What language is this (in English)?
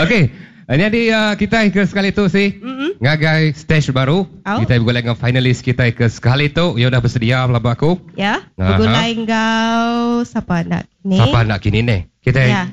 Iban